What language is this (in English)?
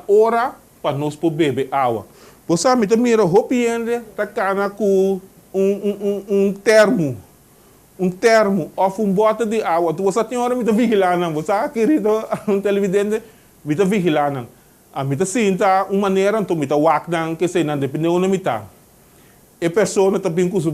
Papiamento